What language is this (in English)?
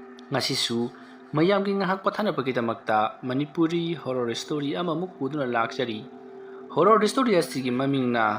Manipuri